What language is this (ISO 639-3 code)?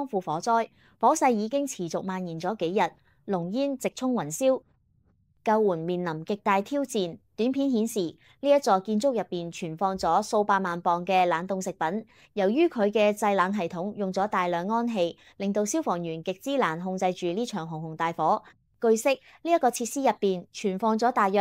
yue